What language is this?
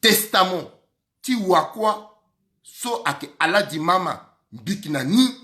Sango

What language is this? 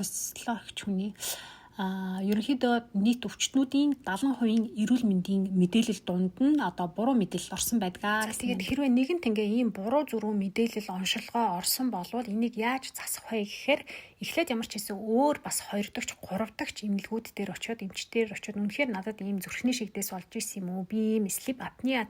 Mongolian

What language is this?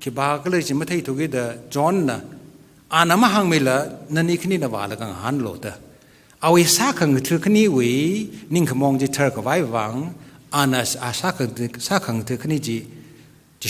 Tangkhul Naga (India)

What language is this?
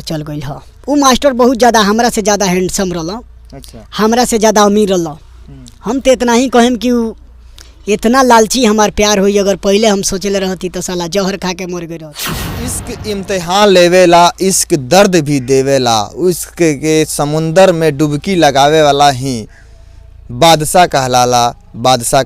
Bhojpuri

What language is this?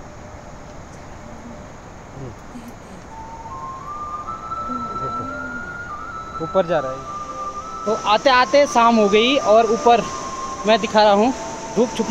Hindi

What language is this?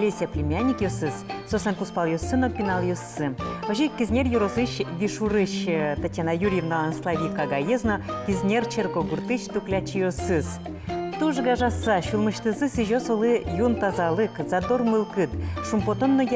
Udmurt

